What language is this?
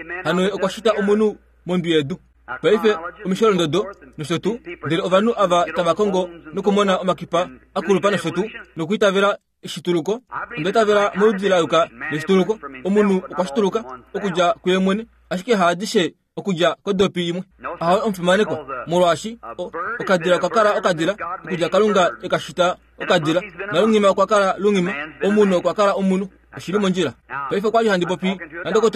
Kuanyama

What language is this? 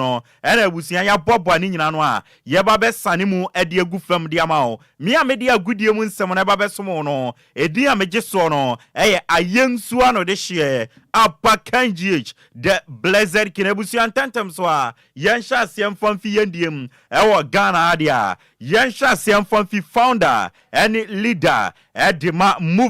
Akan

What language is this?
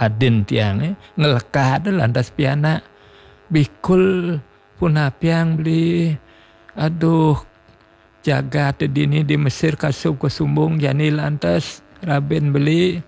Balinese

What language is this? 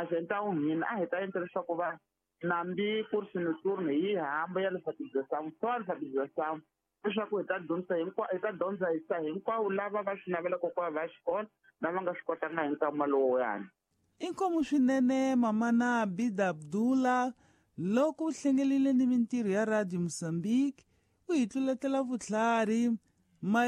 Tsonga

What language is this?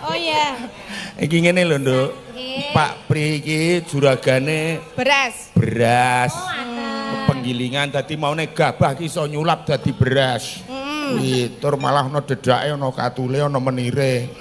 Javanese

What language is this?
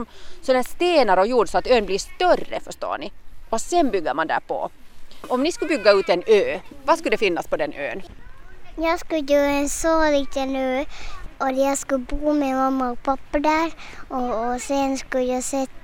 Swedish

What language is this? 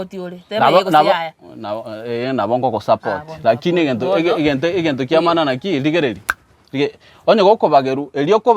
Gusii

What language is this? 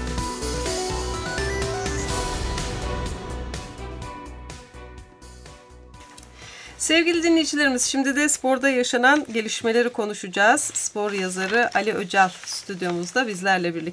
Turkish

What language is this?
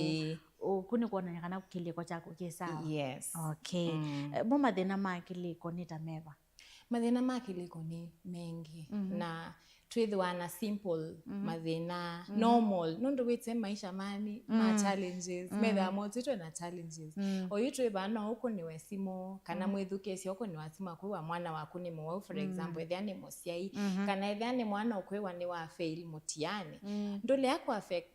Kamba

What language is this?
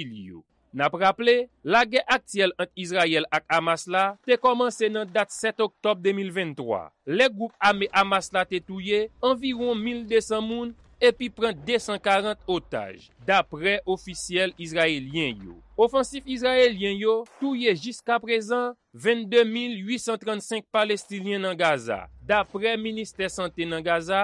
Haitian Creole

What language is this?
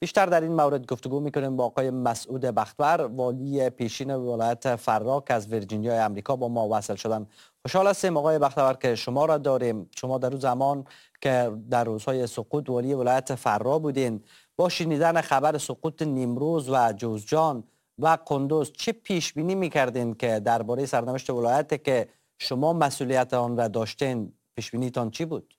Persian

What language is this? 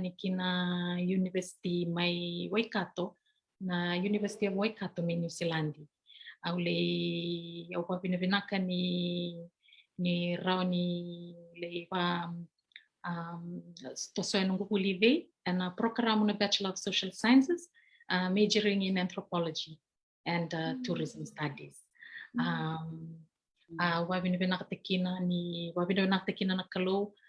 Fijian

